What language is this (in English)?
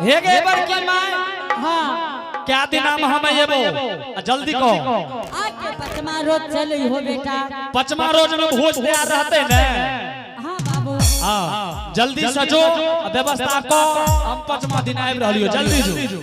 Angika